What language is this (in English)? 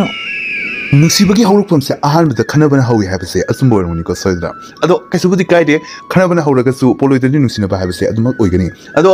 Manipuri